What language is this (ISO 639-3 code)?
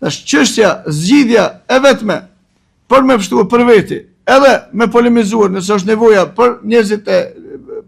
sqi